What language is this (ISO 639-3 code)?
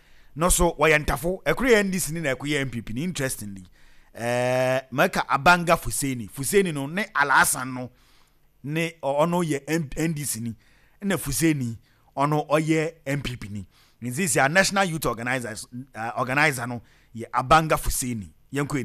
aka